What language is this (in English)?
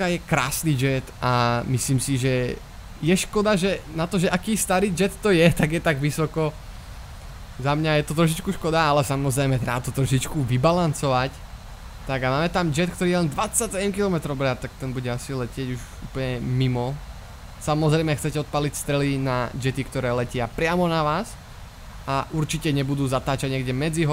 Slovak